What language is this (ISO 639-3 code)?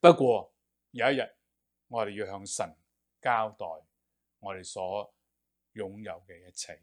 yue